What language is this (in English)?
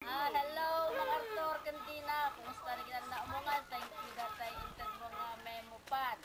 Iloko